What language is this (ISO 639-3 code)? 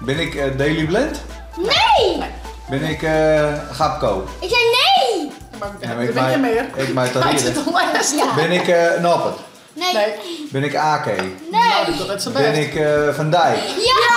fry